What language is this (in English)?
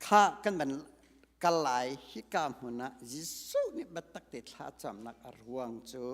Hakha Chin